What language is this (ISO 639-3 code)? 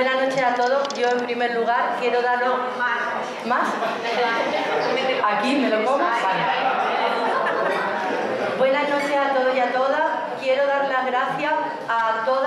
spa